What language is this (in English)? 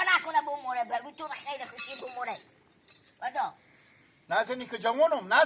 Hazaragi